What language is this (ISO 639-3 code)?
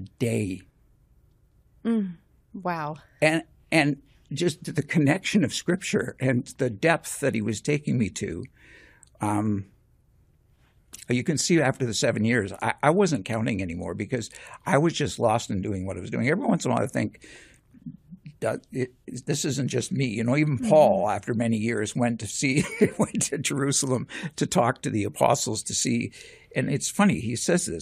eng